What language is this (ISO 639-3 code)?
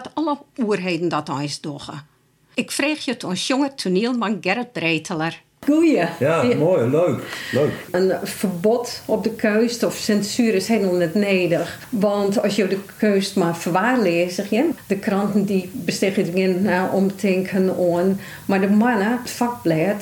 fry